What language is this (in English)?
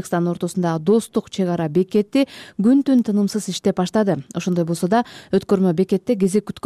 Kyrgyz